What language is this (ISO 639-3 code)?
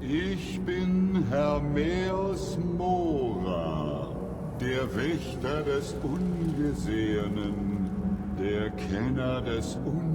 bar